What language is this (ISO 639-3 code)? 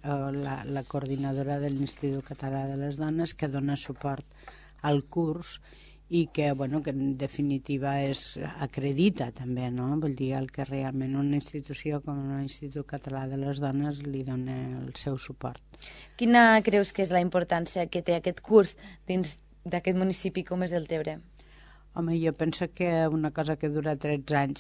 cat